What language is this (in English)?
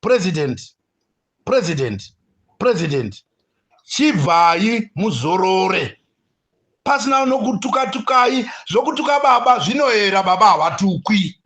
Shona